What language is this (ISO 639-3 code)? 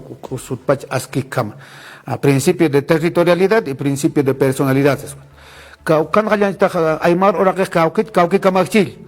aym